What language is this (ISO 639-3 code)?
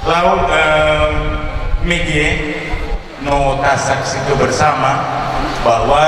nia